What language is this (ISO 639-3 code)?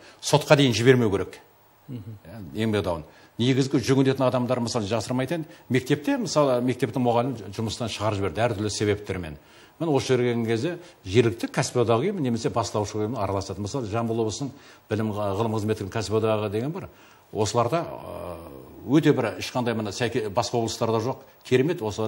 kaz